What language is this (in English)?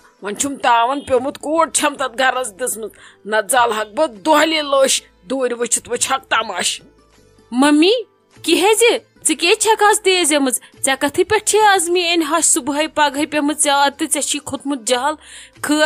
Kashmiri